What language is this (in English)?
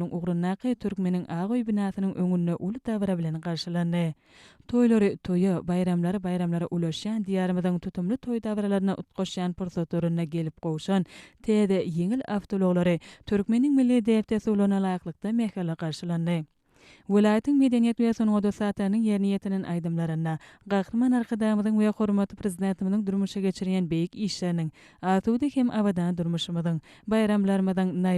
Turkmen